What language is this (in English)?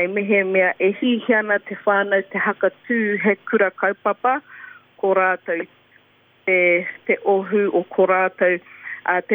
Māori